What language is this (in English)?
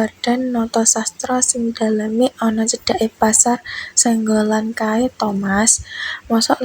Javanese